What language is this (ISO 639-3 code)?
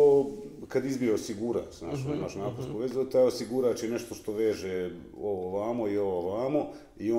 bos